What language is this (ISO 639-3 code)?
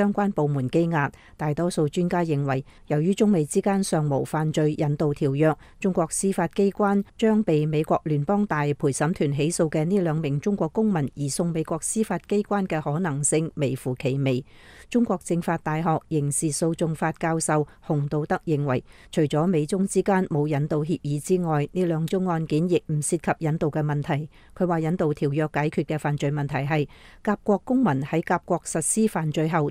yue